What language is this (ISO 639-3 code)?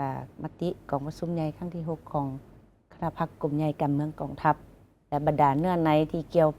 lao